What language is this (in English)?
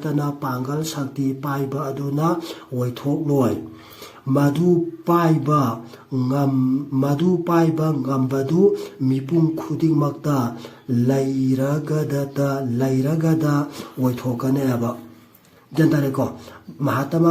Manipuri